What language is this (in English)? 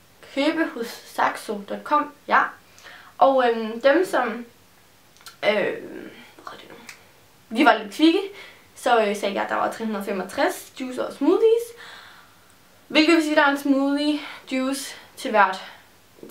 Danish